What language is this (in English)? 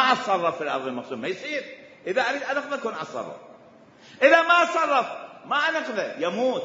Mesopotamian Arabic